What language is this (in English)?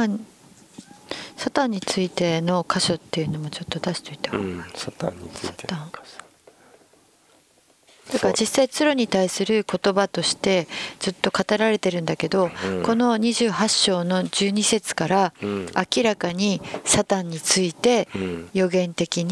Japanese